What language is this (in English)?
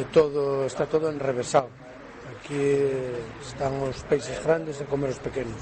Galician